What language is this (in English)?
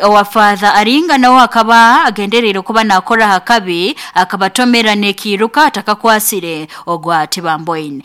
Nyoro